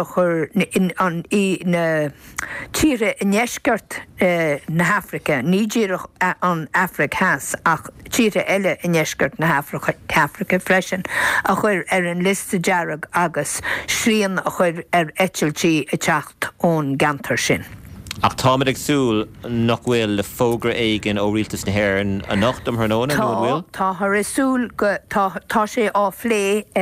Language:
Irish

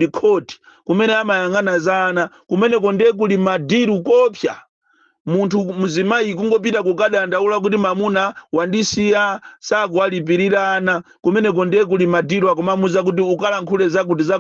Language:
Nyanja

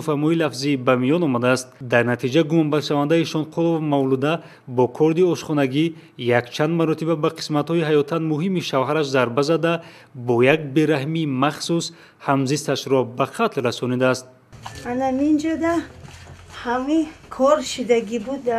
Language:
Tajik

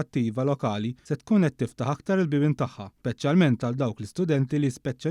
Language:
Maltese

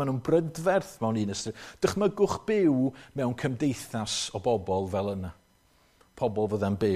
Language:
Welsh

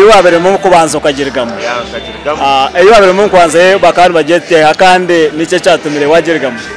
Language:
Nyankole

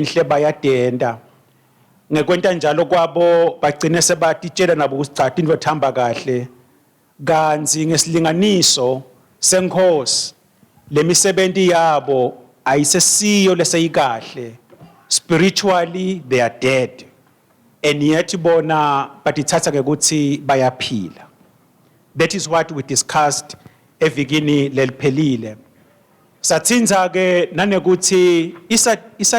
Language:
Swati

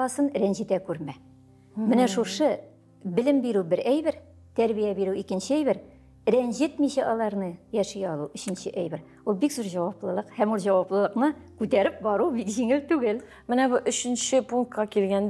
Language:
Tatar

